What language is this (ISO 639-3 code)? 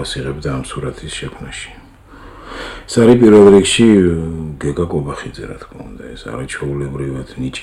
kat